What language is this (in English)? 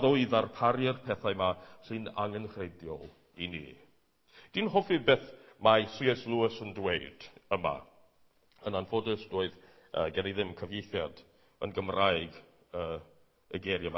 Welsh